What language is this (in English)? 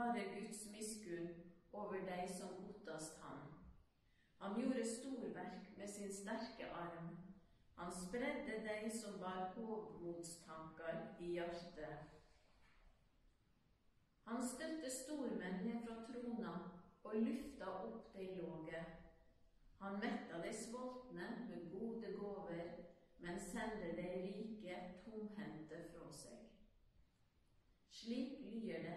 Norwegian